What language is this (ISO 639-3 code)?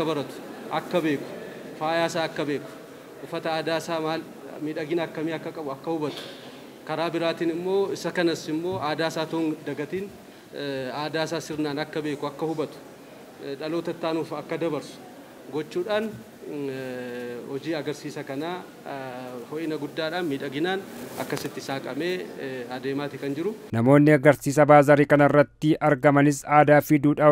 orm